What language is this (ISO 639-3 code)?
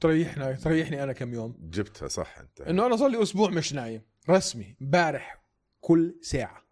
apc